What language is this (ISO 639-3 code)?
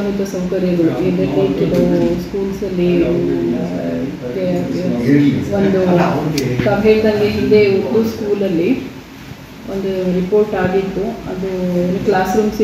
kan